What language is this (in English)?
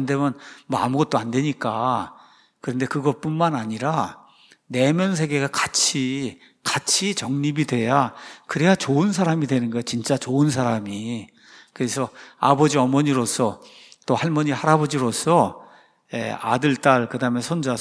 Korean